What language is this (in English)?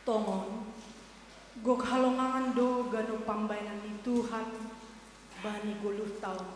Batak Simalungun